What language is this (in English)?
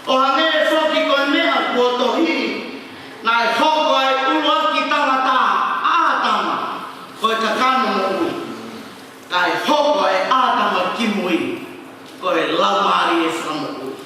Tongan